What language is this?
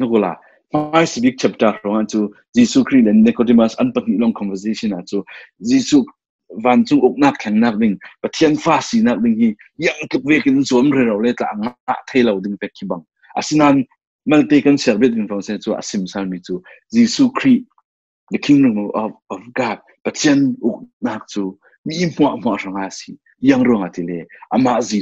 Falam Chin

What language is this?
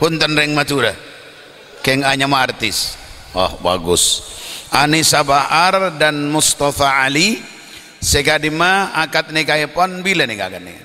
Madurese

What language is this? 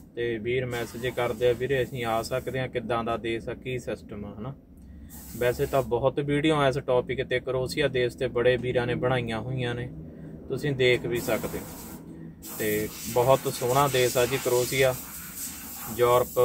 Punjabi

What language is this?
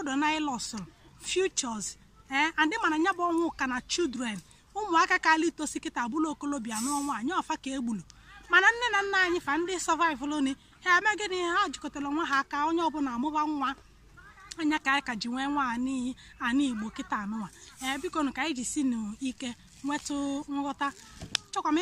Igbo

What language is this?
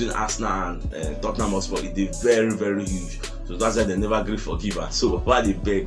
Nigerian Pidgin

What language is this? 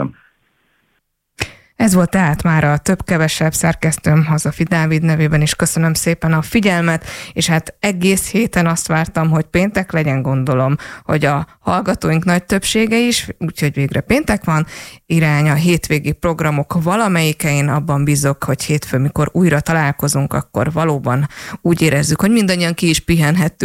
Hungarian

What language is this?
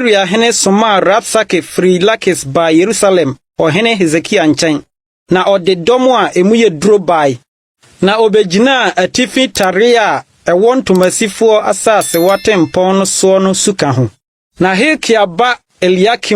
Akan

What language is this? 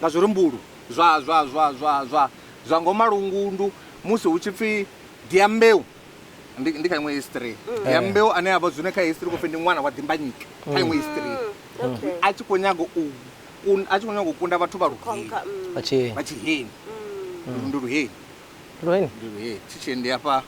Venda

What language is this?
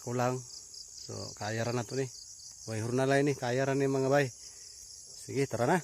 Cebuano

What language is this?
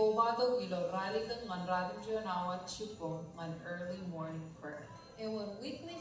Marshallese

